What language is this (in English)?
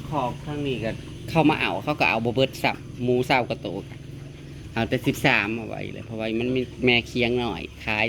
Northeastern Thai